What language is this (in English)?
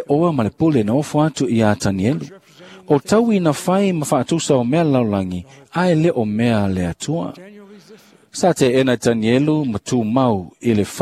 Samoan